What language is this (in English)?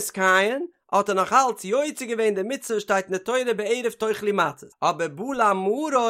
Yiddish